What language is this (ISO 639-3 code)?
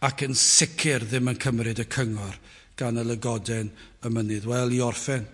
cym